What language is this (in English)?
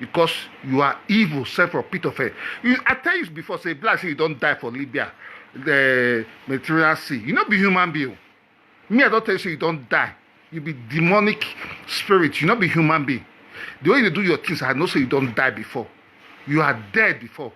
Nigerian Pidgin